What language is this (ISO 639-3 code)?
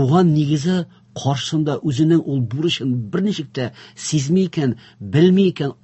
tat